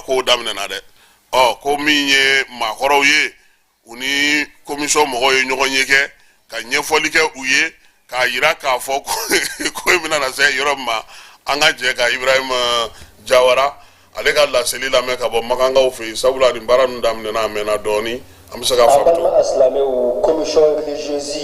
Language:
Bambara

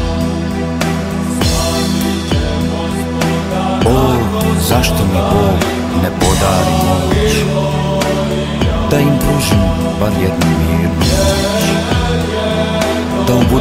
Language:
Serbian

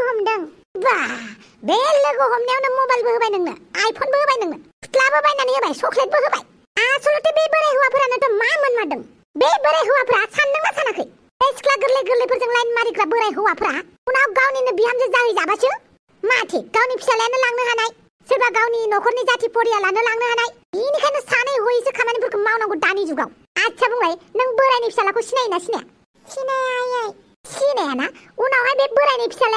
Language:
Bodo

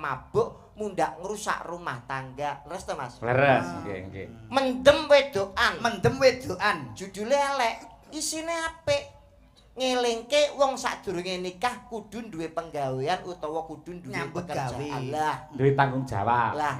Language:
Javanese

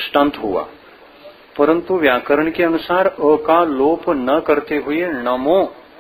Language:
Hindi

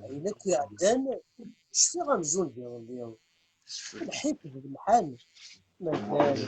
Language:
Kabyle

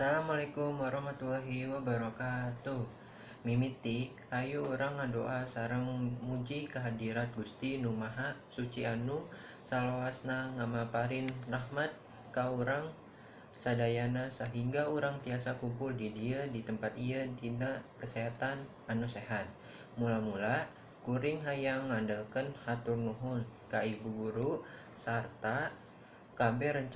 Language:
Sundanese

